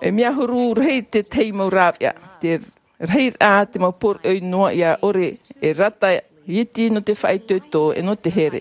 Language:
Tahitian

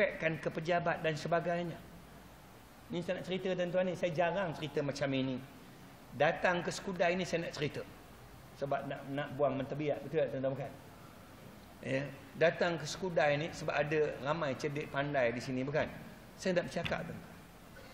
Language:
Malay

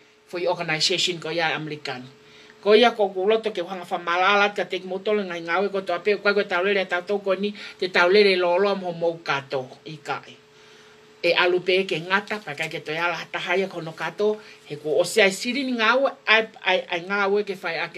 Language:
Tongan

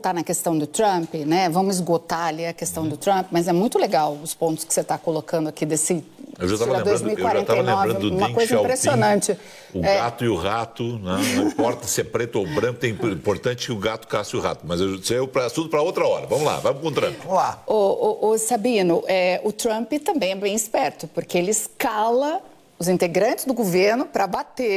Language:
Portuguese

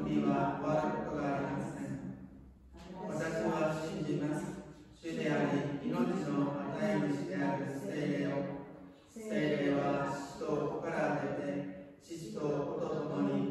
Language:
Japanese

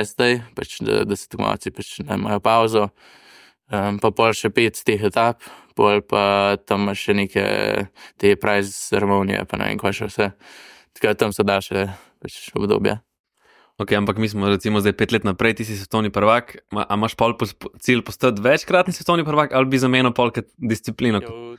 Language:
Slovenian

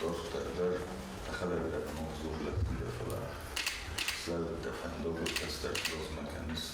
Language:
Ossetic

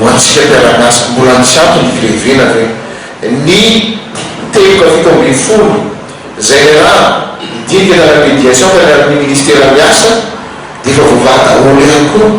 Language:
Malagasy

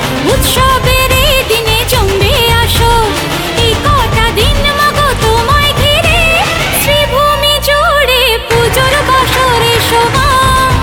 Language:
Bangla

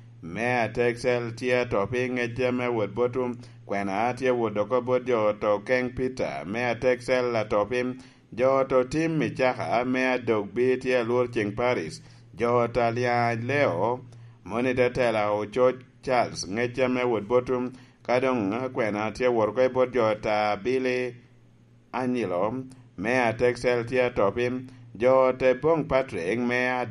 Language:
Lango (Uganda)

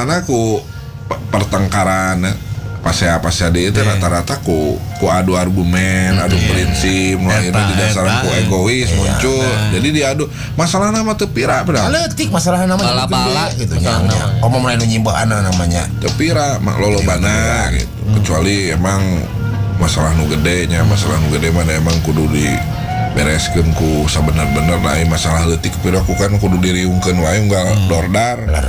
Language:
Sundanese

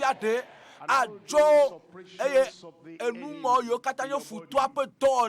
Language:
Ewe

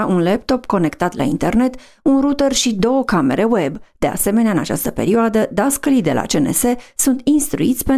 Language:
Romanian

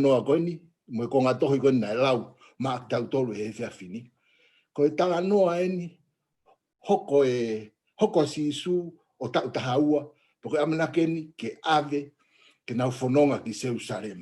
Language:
Tongan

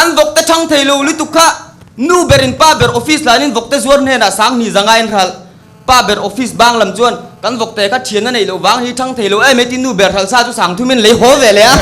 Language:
Mizo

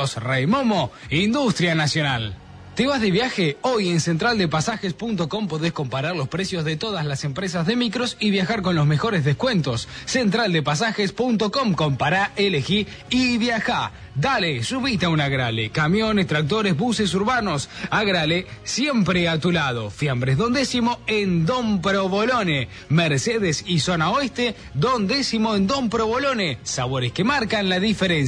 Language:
Spanish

